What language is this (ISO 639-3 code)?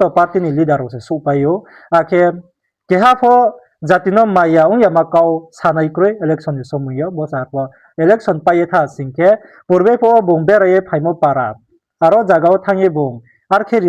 ria